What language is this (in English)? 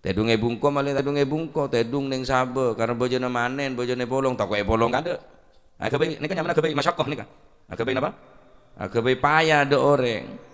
Madurese